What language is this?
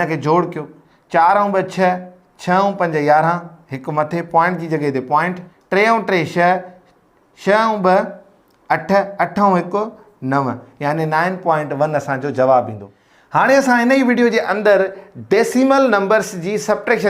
Sindhi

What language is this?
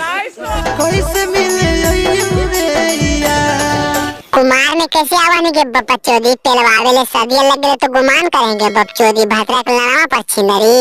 Magahi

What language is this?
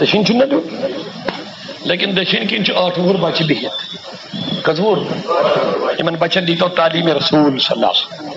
Kashmiri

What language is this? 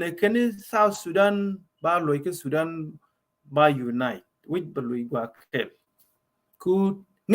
Nuer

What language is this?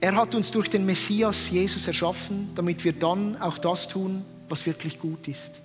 Swiss German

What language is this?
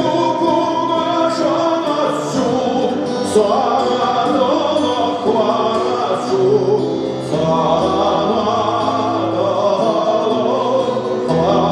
Chuvash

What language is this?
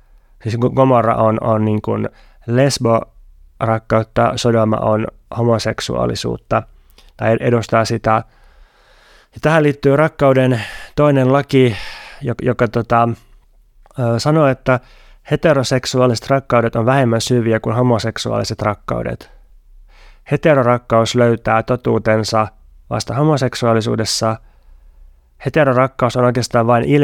Finnish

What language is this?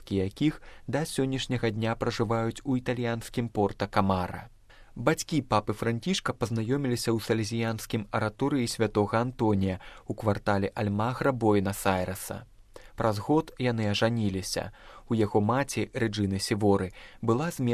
Belarusian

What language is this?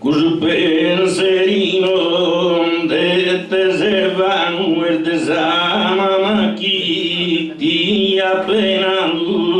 Sardinian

